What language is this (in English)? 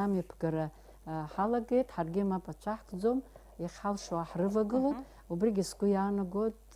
Abkhazian